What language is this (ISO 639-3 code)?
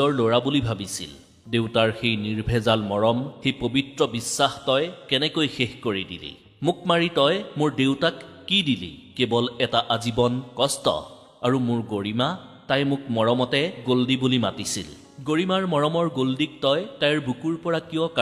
asm